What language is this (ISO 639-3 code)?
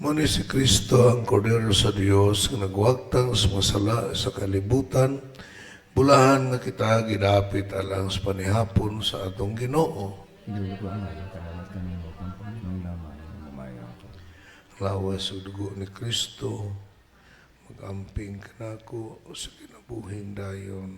ceb